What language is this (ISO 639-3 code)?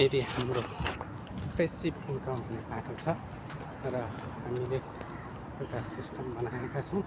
nep